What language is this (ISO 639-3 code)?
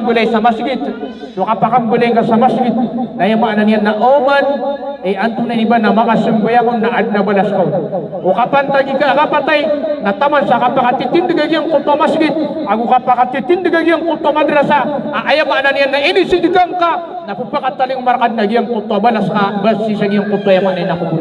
mrw